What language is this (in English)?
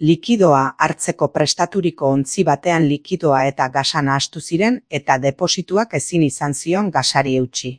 Basque